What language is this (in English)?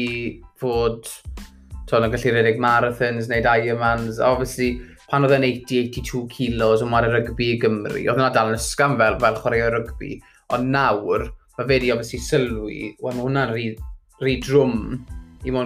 Welsh